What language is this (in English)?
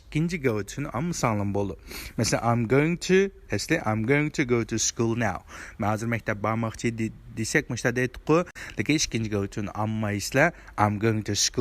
Uyghur